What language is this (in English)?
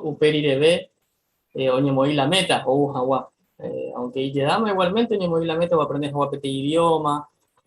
Guarani